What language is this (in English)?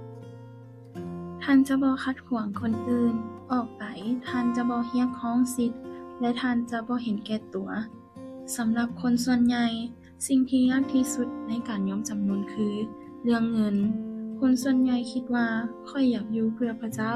Lao